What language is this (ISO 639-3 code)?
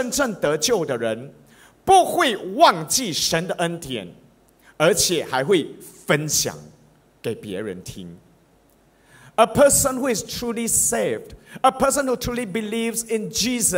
zho